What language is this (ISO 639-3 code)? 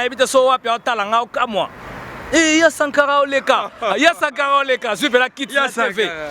lin